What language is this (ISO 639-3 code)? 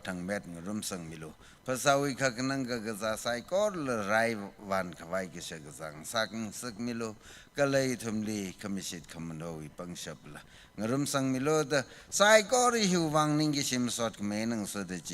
nmf